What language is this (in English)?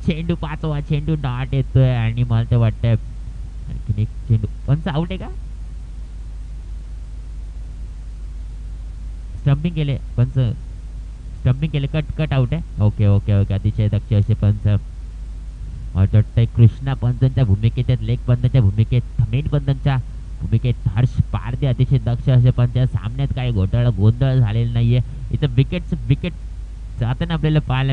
Marathi